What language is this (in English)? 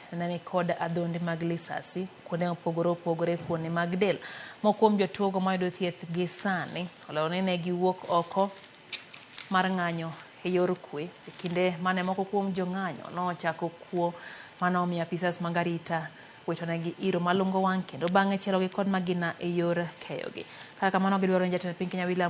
Luo (Kenya and Tanzania)